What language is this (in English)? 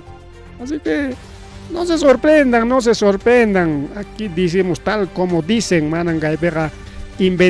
Ayacucho Quechua